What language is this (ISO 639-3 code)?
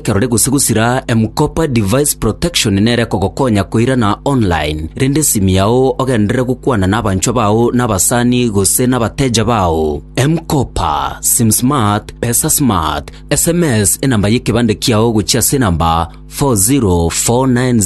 guz